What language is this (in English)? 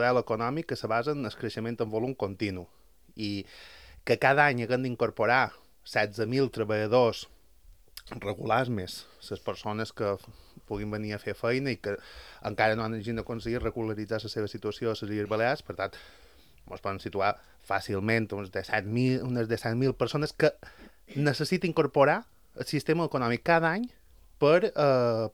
Catalan